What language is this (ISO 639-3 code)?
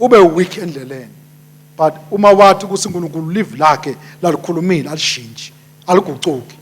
ssw